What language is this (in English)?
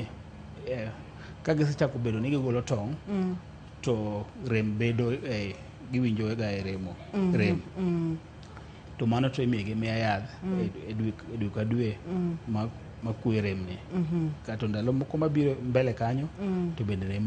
Luo (Kenya and Tanzania)